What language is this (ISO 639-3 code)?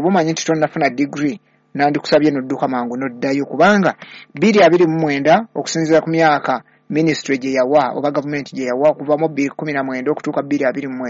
lug